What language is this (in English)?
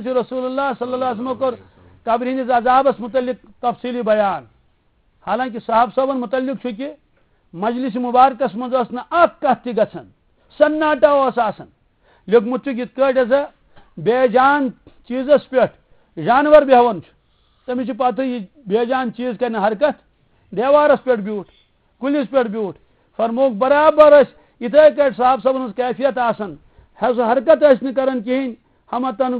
Kashmiri